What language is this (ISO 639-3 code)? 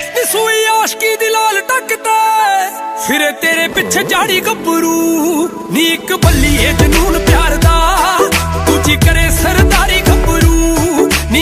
pan